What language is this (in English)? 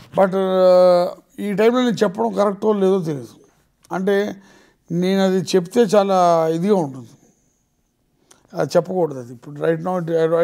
Telugu